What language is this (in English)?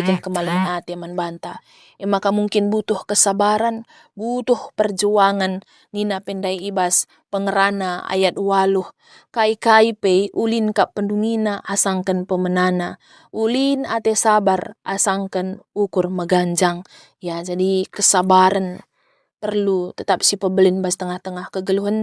Batak Karo